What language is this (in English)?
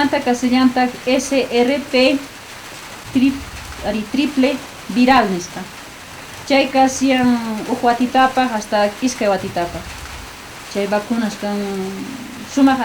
South Bolivian Quechua